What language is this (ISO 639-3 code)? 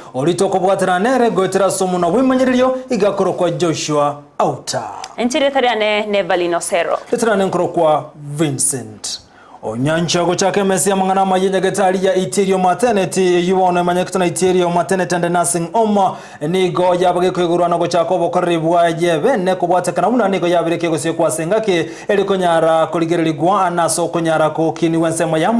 guz